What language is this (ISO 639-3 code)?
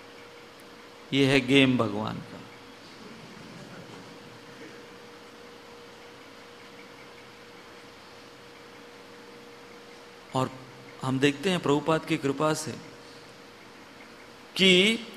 hin